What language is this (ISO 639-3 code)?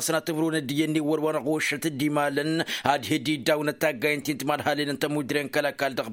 taq